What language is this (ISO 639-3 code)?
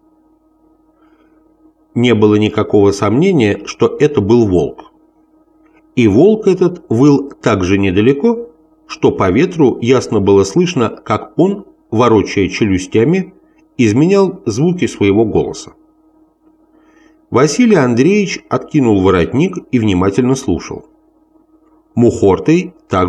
rus